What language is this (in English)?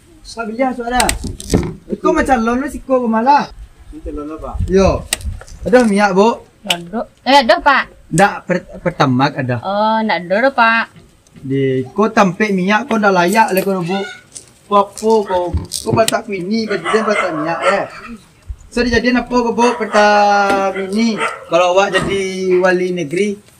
Minangkabau